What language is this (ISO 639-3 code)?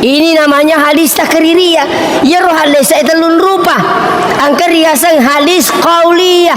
bug